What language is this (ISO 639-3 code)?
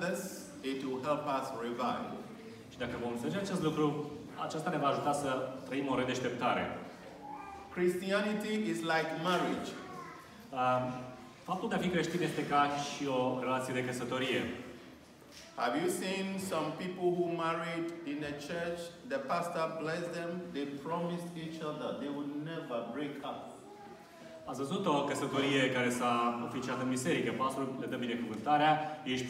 ron